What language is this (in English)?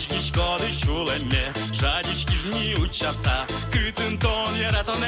Udmurt